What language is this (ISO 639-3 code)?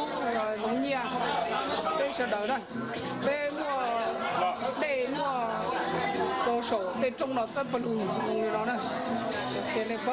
hmn